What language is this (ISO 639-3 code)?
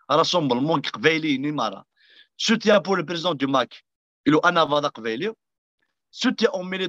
kab